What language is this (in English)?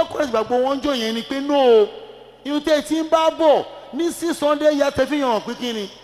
Yoruba